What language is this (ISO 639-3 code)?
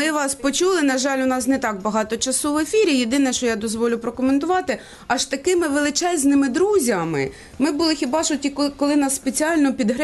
ukr